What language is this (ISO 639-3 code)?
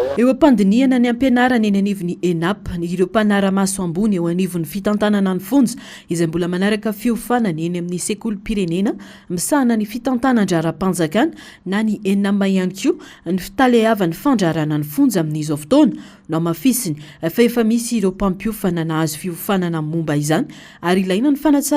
mlg